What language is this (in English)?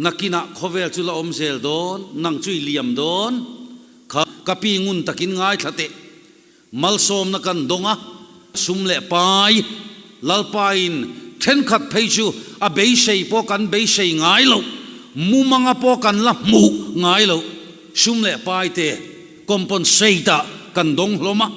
Mizo